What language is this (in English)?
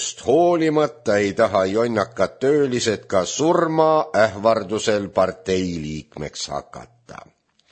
Estonian